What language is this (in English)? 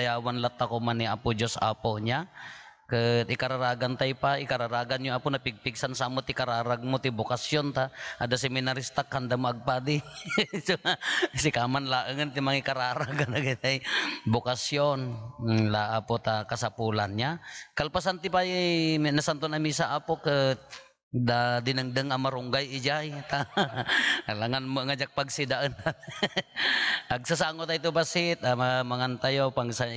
Iloko